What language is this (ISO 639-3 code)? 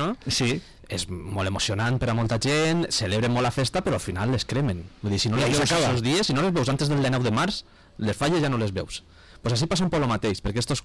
cat